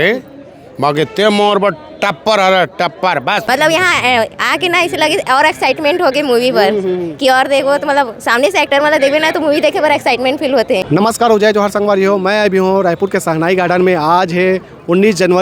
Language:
Chhattisgarhi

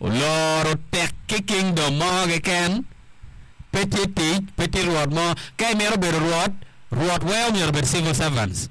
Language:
Acoli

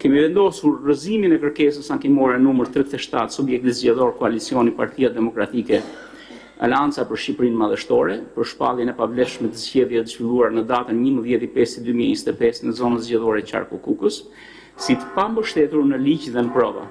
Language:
Albanian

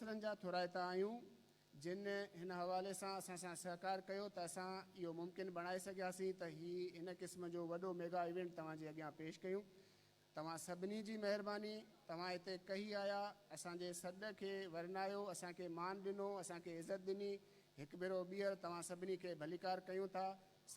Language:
Sindhi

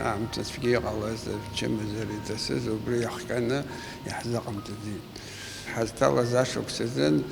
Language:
Abkhazian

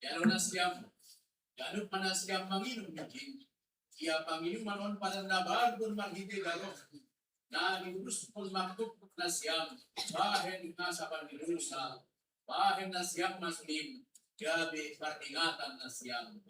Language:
Batak Simalungun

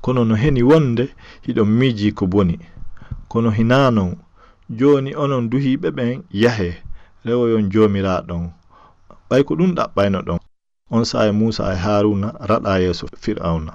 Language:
Fula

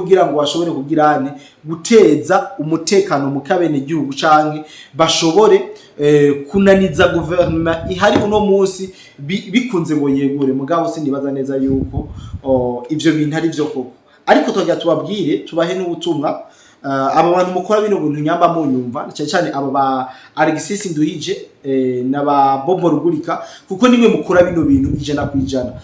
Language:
Rundi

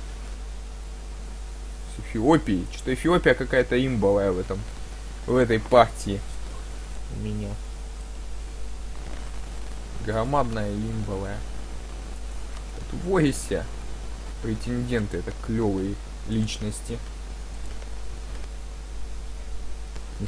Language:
Russian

